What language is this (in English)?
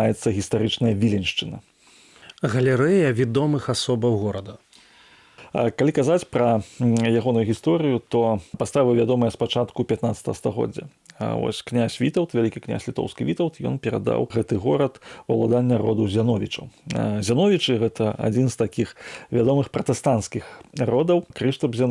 Belarusian